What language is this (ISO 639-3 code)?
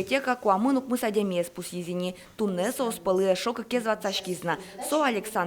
udm